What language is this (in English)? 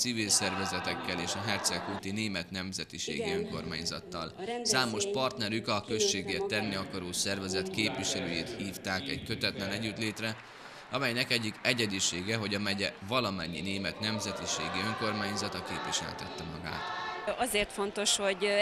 Hungarian